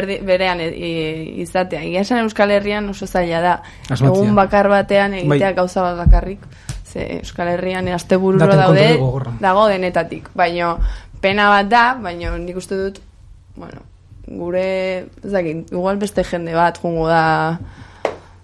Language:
Basque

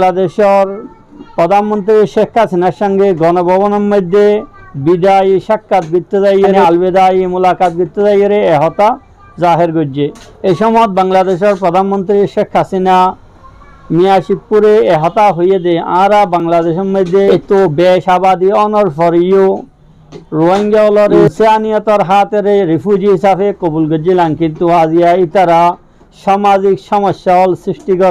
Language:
Rohingya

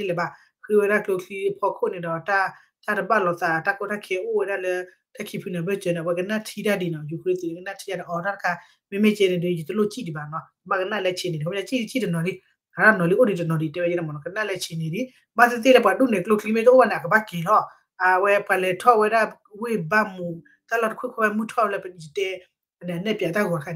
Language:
S'gaw Karen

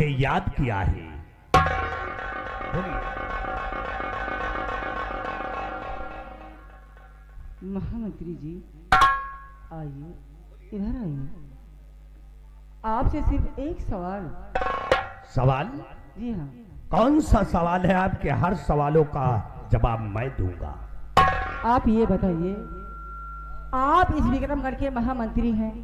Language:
Hindi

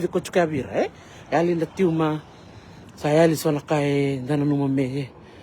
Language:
Fijian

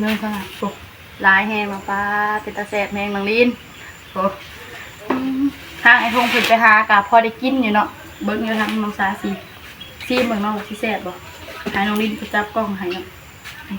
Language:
Northeastern Thai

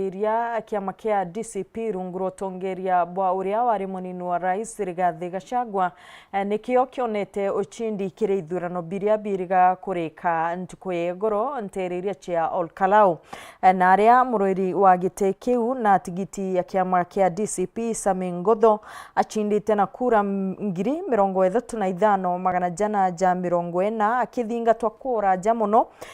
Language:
Meru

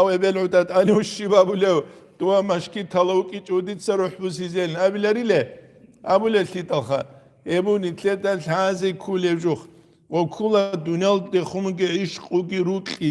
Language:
Avaric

